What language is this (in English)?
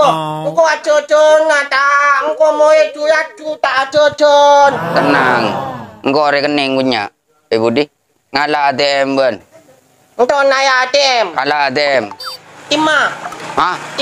Madurese